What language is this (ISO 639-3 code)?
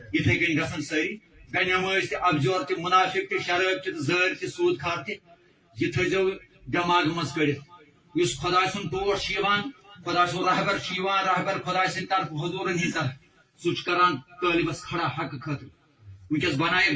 kas